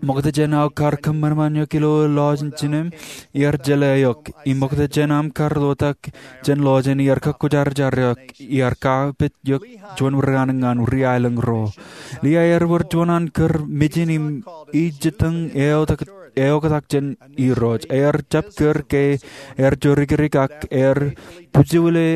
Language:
Marshallese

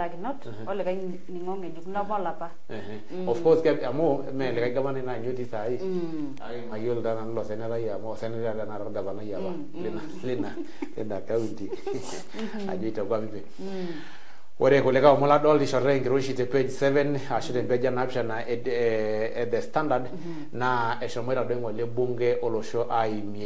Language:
Masai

